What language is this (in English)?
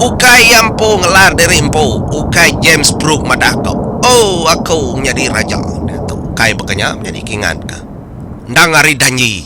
Iban